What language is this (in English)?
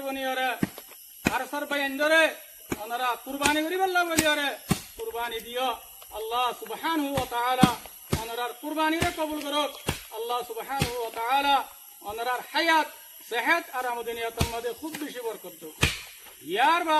Rohingya